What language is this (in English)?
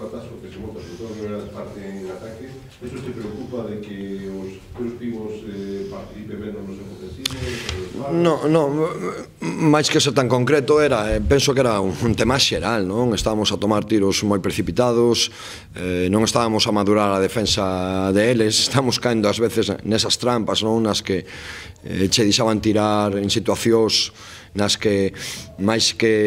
Galician